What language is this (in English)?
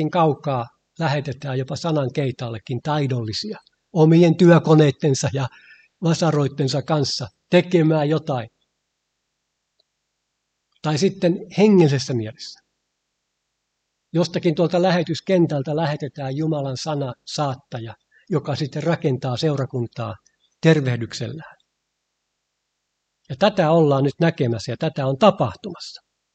Finnish